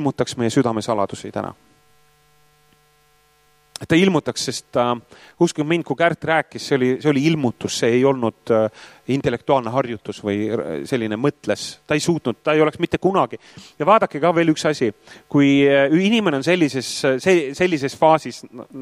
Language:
Estonian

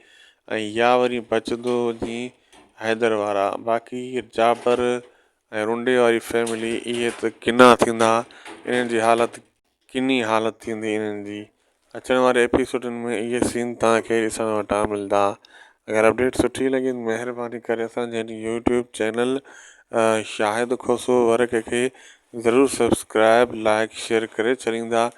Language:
Sindhi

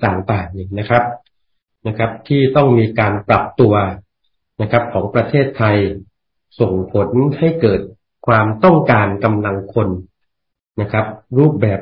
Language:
Thai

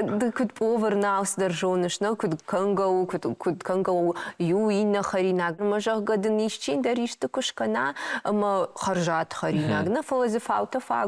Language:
Ossetic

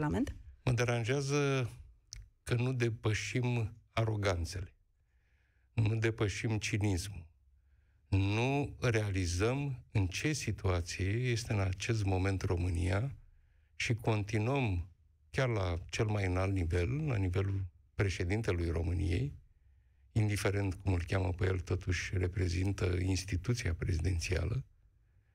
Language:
Romanian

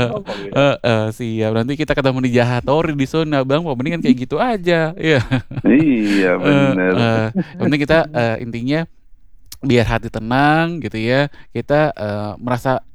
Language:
Indonesian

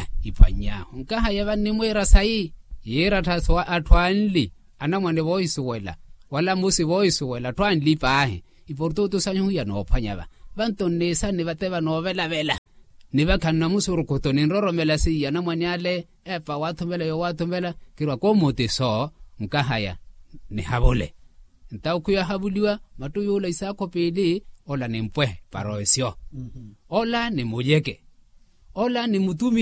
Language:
Makhuwa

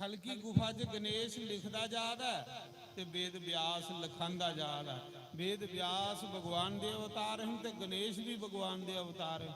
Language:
Dogri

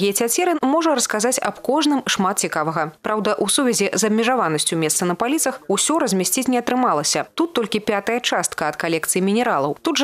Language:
Belarusian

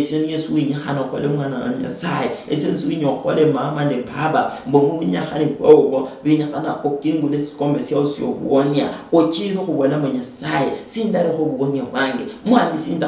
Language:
Luyia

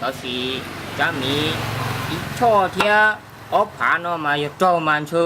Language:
Hmong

